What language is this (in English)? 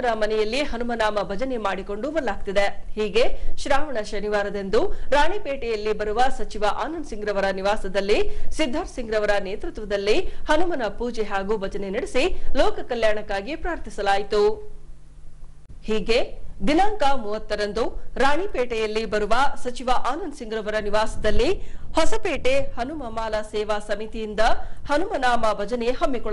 Kannada